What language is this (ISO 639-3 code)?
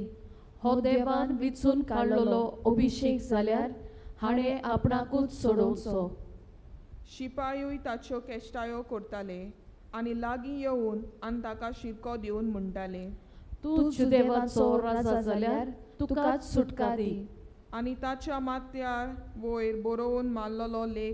kok